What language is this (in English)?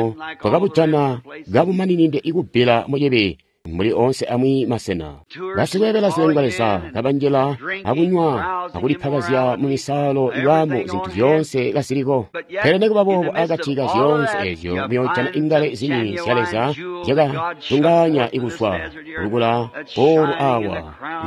Tonga (Zambia)